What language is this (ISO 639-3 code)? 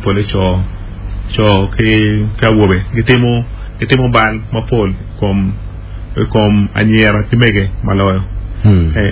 ach